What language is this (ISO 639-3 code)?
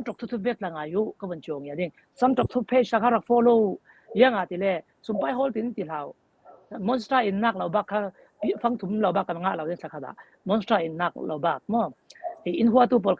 cfm